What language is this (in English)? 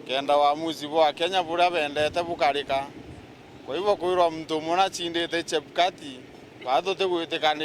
Meru